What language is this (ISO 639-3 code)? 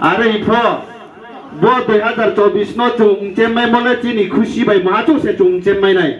ria